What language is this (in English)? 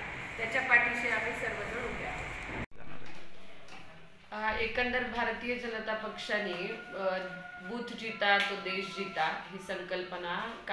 Marathi